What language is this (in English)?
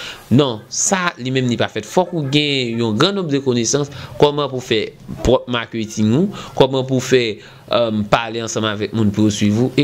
Haitian Creole